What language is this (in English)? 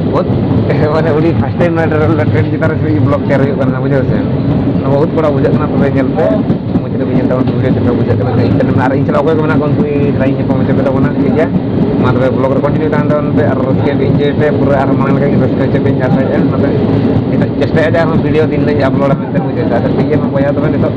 Santali